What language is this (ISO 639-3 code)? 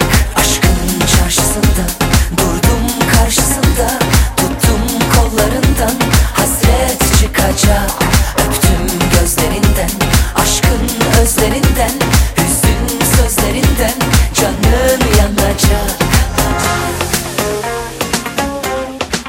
tur